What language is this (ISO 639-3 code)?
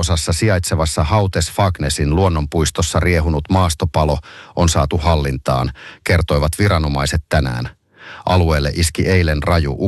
fin